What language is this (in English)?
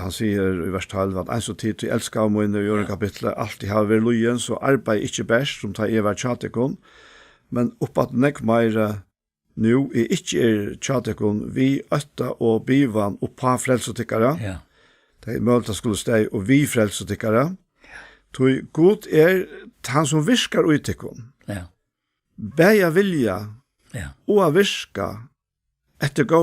Faroese